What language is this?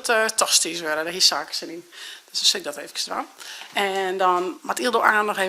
Western Frisian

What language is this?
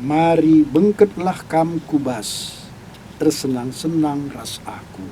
Batak Karo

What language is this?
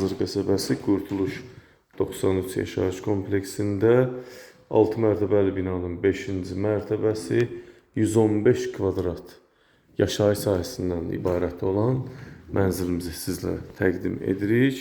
Azerbaijani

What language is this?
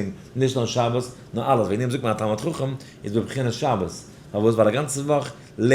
Yiddish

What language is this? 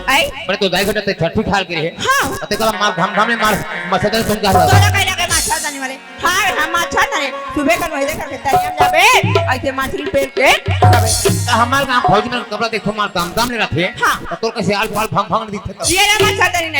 Chhattisgarhi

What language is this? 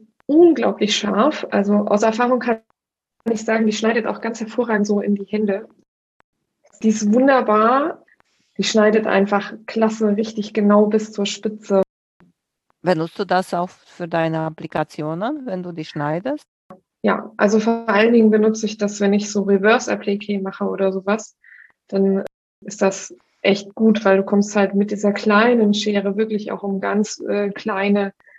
German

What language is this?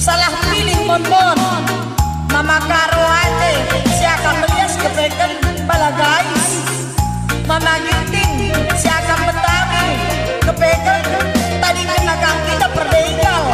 Batak Karo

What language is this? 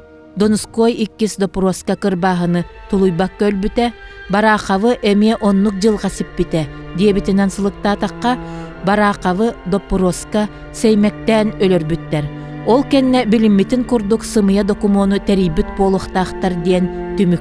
Yakut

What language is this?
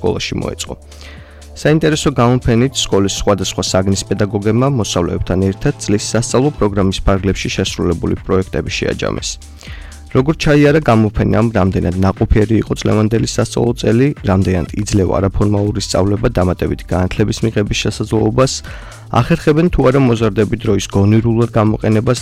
Georgian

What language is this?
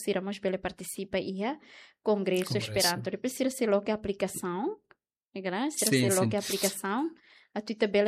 Tetum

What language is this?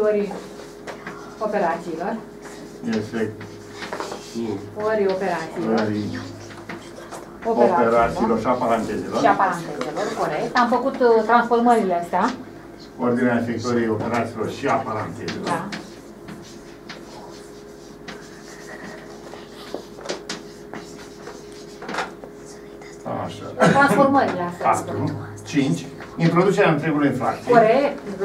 Romanian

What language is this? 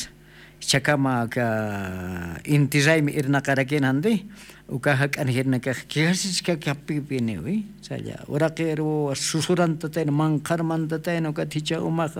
Aymara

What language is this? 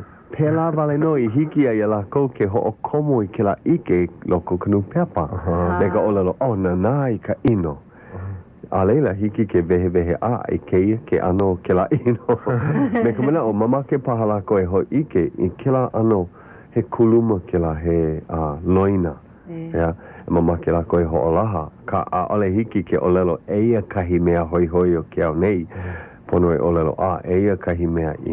Hawaiian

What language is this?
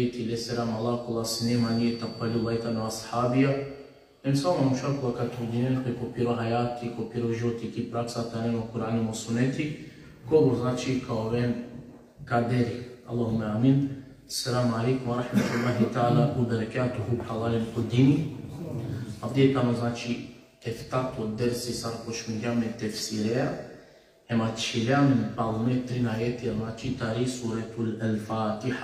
Balkan Romani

